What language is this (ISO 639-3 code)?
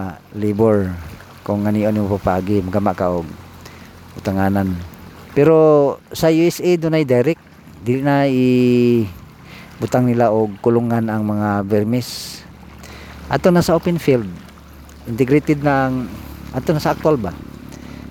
ceb